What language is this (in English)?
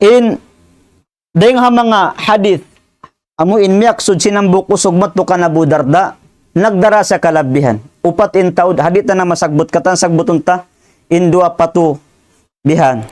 Tausug